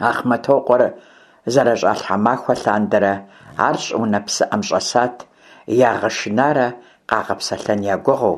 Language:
Kabardian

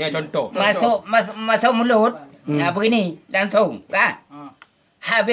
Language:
Achinese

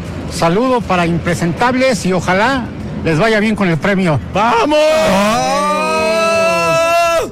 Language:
Spanish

